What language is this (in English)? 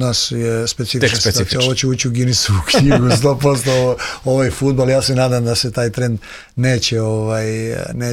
Serbian